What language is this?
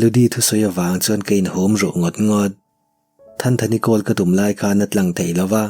Mizo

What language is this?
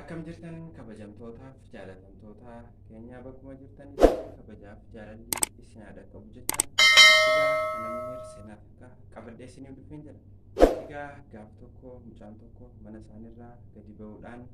Oromo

